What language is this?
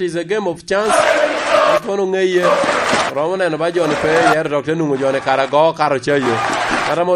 Lango (Uganda)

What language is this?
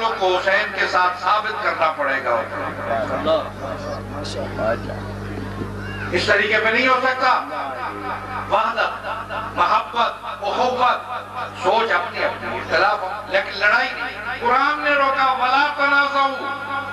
Urdu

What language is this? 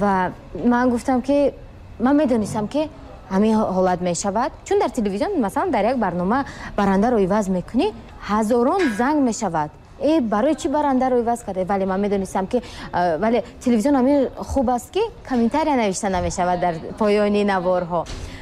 Tajik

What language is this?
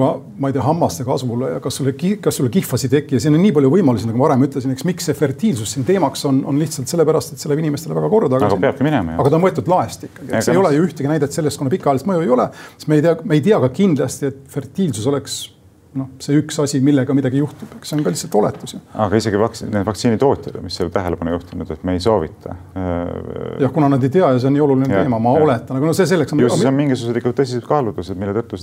Estonian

